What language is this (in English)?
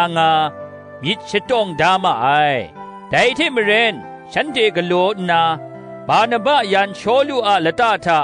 Kachin